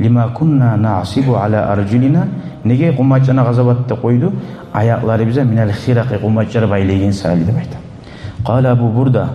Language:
Kumyk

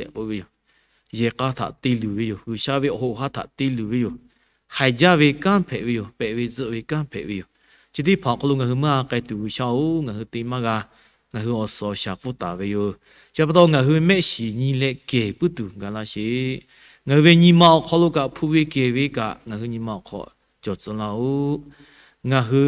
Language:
Lahu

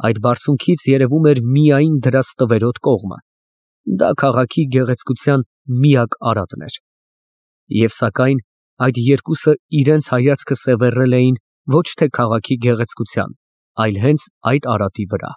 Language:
Armenian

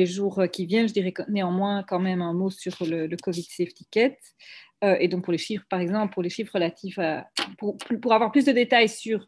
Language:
French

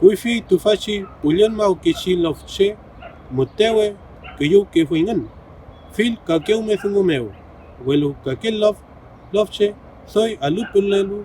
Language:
Mapuche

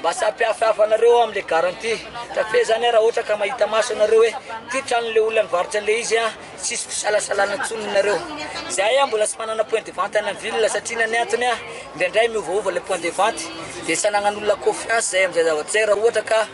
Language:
Malagasy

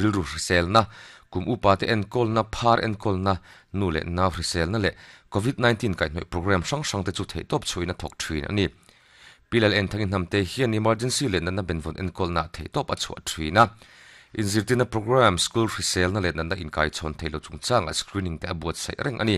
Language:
Mizo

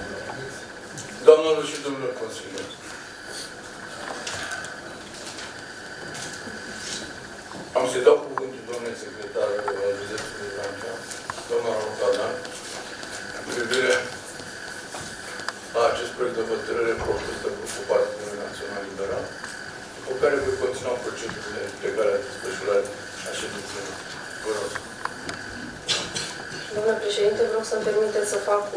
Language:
Romanian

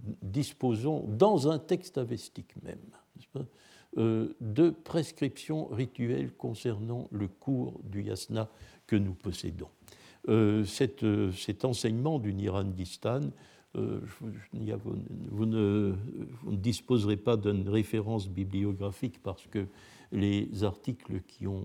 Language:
French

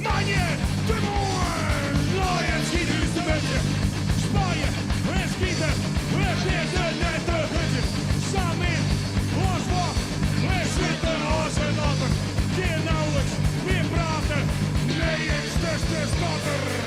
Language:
Western Frisian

